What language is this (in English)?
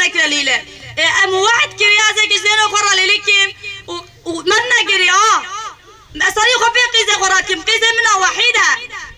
Kurdish